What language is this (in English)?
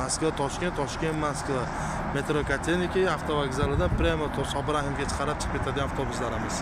Uzbek